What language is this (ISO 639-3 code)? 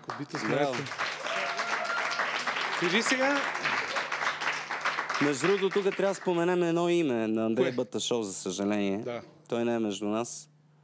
bul